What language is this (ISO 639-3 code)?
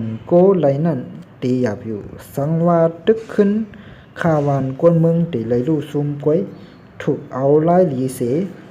shn